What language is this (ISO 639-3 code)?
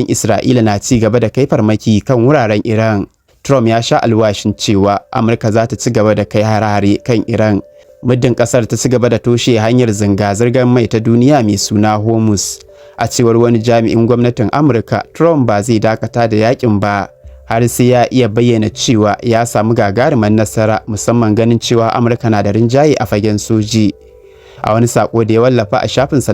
hau